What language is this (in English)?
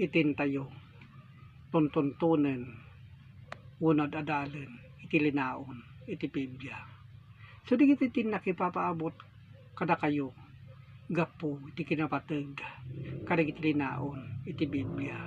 Iloko